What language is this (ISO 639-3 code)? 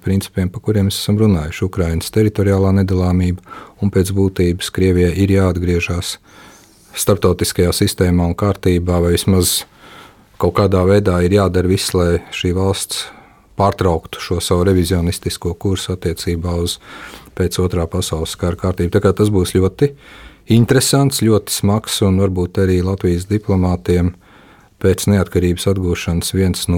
lav